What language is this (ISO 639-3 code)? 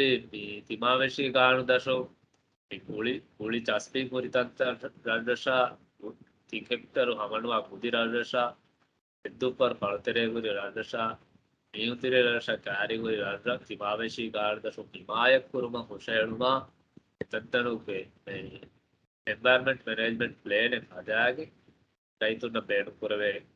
div